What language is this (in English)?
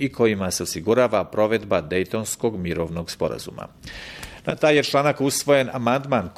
Bosnian